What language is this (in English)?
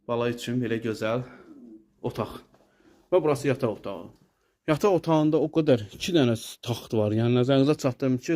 Azerbaijani